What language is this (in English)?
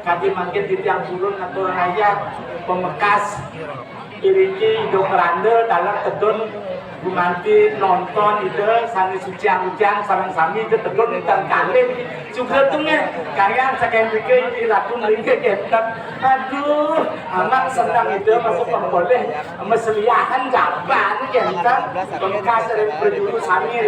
Balinese